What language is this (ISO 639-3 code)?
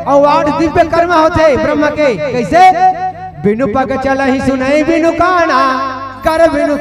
hne